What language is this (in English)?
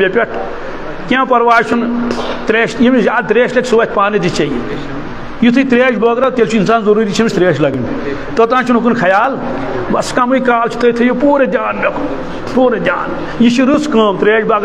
Kashmiri